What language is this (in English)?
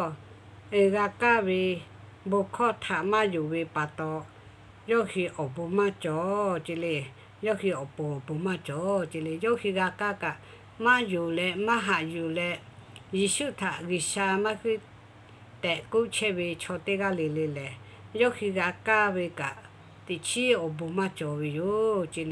Lahu